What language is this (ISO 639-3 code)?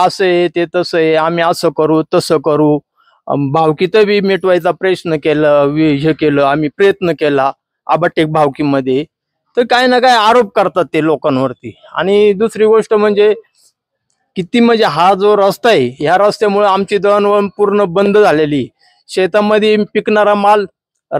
mar